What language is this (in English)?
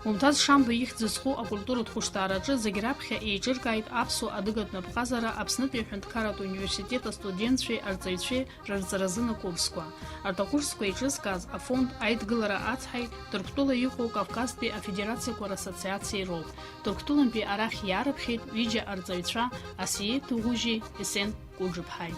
Abkhazian